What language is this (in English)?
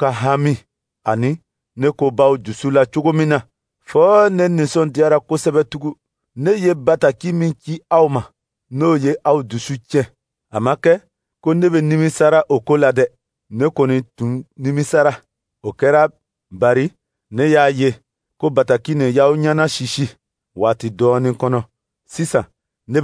Dyula